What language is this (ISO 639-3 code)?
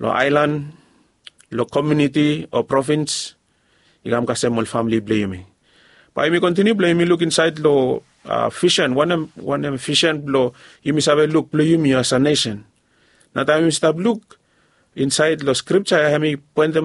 bis